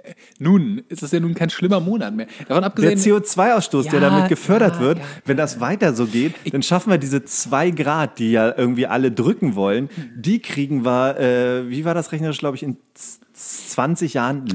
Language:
German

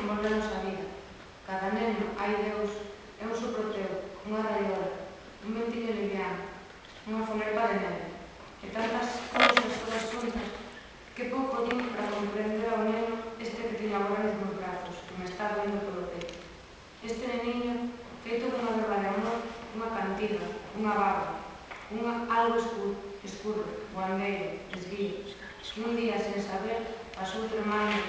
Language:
Galician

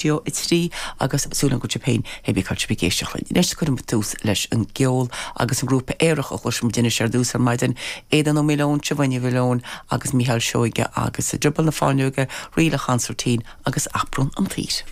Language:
Irish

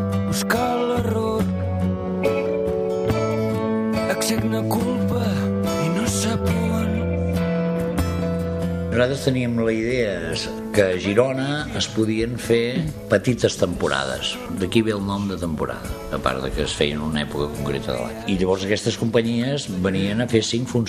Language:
Catalan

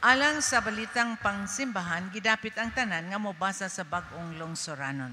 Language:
Cebuano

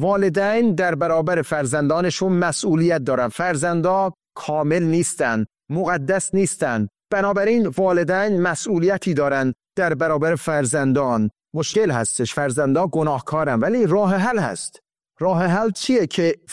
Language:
Persian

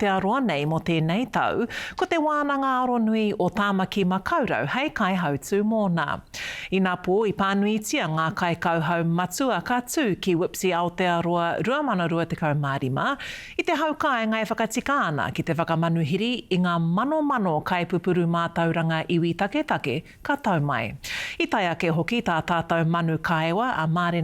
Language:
Māori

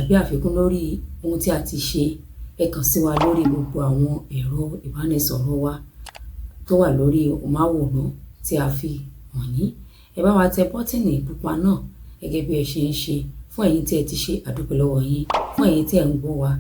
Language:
Yoruba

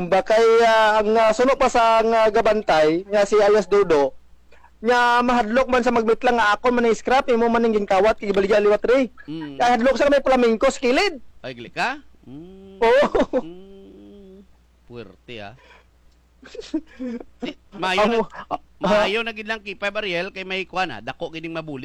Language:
Hiligaynon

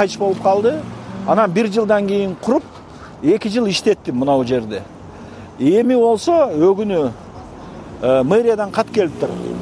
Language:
Kyrgyz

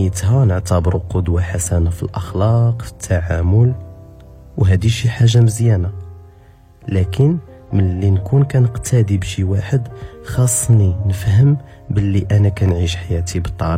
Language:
Moroccan Arabic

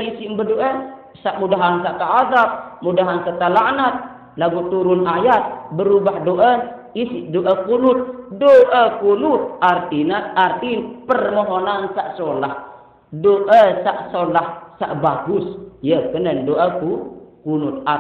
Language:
Sasak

